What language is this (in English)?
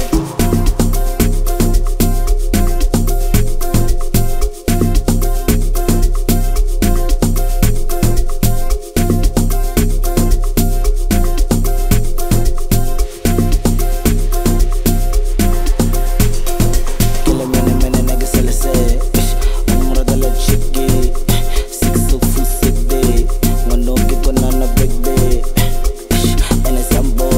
Swahili